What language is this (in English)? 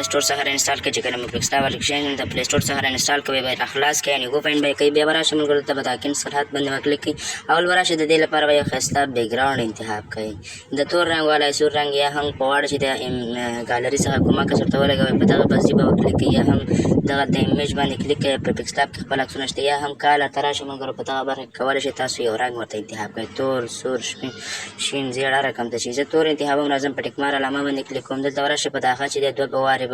Pashto